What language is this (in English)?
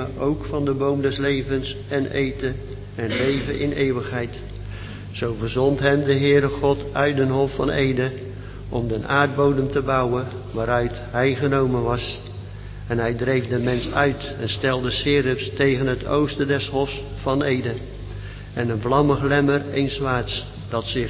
Dutch